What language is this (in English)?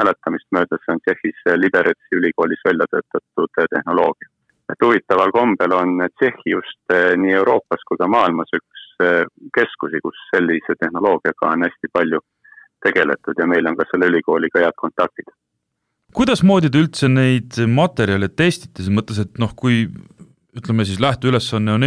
Estonian